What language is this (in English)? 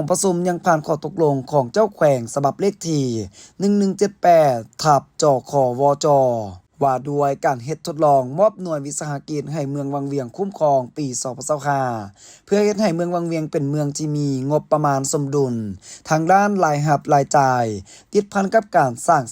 Lao